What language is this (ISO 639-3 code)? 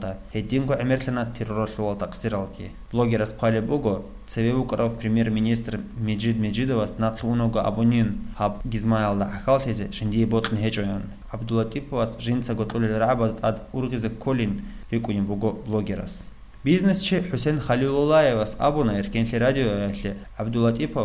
ava